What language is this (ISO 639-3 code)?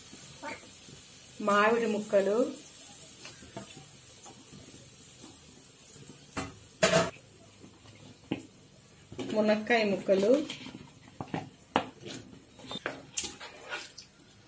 tel